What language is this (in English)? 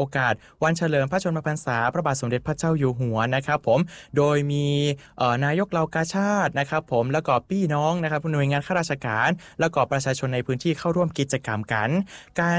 Thai